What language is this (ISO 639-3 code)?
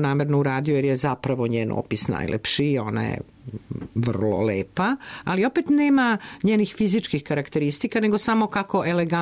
srp